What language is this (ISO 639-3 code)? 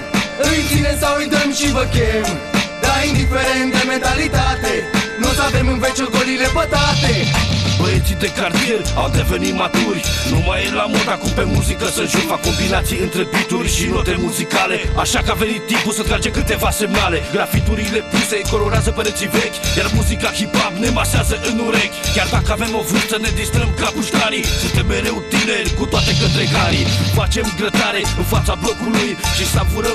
ron